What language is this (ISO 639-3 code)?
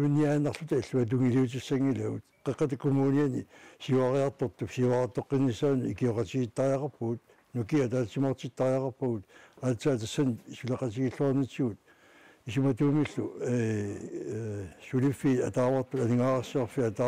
kal